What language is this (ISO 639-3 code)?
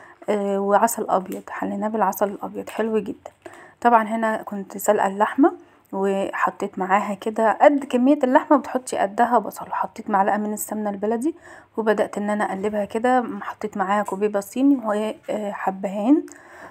arz